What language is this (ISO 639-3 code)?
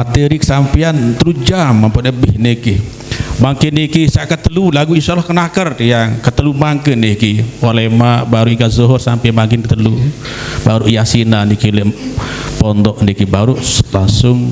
sas